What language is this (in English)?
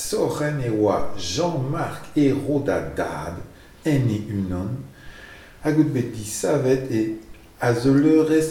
Breton